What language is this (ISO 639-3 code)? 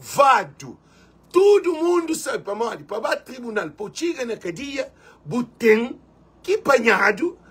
kea